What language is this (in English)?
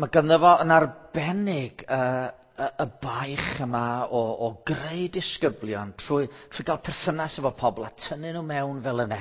Welsh